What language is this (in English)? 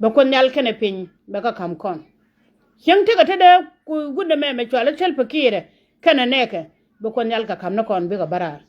Nuer